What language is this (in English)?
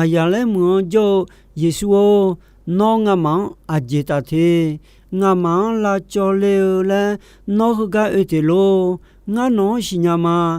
Akha